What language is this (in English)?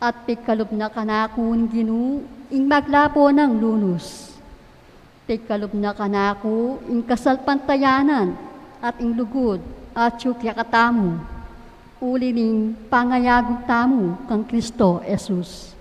Pampanga